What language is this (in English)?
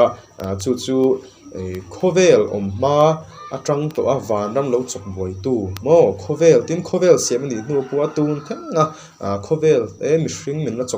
Mizo